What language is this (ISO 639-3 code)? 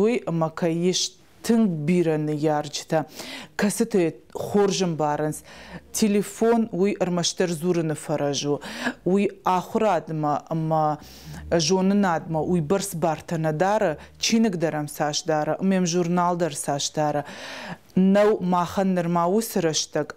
oss